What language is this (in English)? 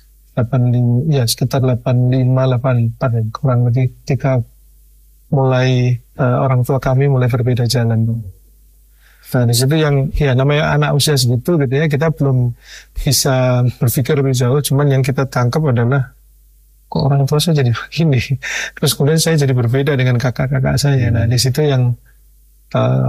Indonesian